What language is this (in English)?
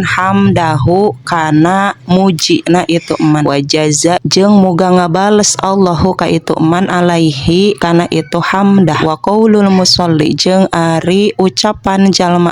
Sundanese